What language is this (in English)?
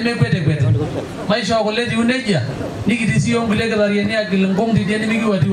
Masai